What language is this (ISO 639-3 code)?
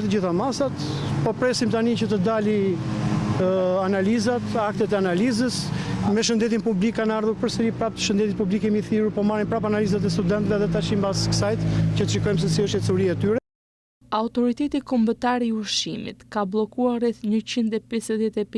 sqi